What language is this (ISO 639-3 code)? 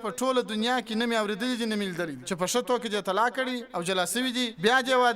pus